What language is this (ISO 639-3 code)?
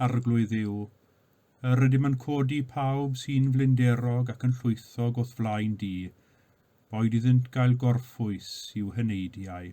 cym